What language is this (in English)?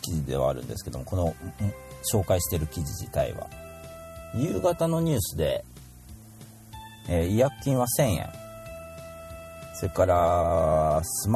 Japanese